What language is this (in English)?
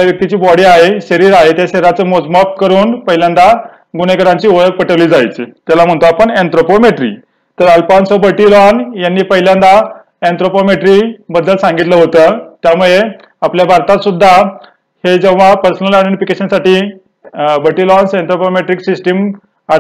Marathi